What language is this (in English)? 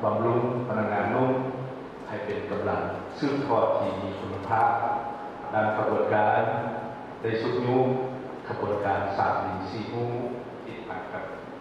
Lao